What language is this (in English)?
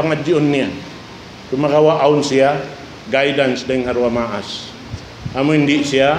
Tausug